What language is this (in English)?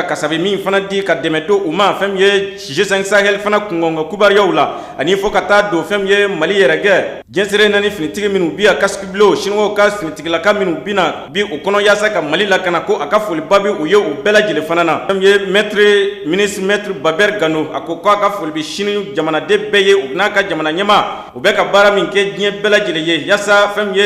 Bambara